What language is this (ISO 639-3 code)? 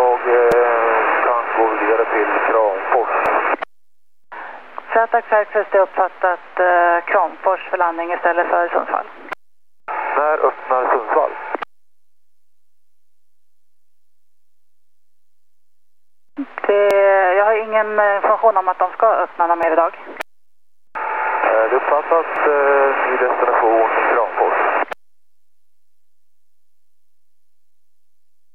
swe